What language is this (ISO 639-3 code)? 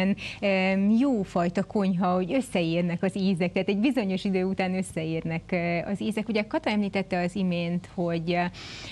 hun